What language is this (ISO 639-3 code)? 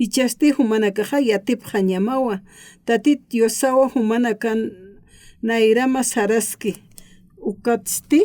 aym